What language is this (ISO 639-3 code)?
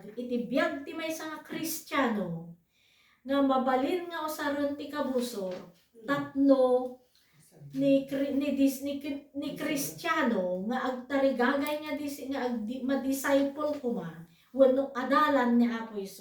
ilo